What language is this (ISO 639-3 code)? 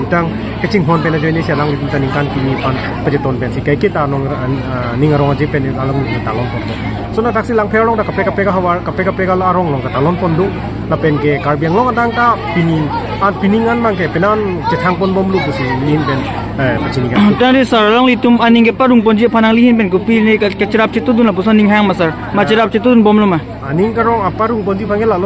mjw